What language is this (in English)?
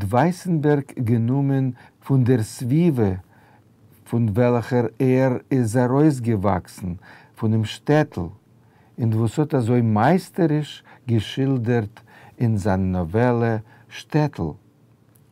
Yiddish